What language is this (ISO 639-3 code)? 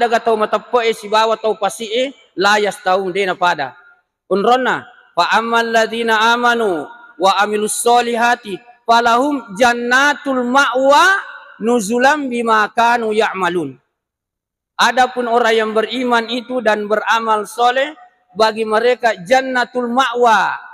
bug